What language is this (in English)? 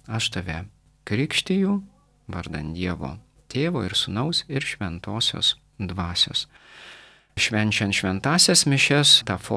Lithuanian